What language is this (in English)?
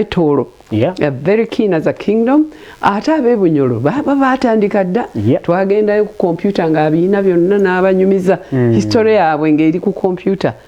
Ganda